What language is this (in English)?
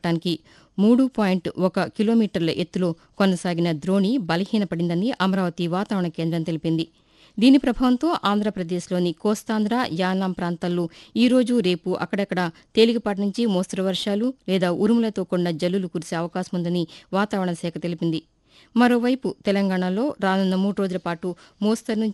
Telugu